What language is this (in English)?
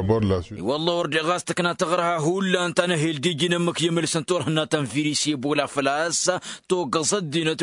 Tamasheq